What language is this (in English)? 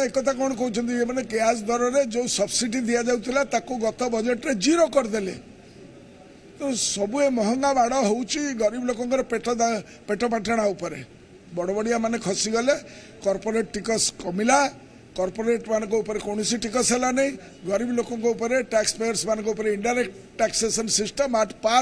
Odia